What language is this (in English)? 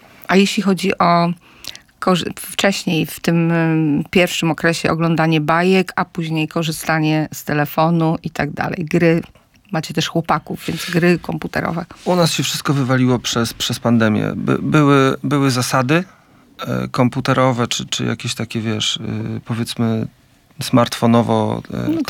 Polish